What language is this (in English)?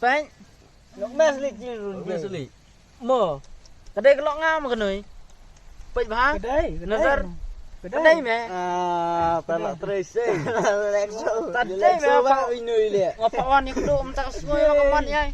Khasi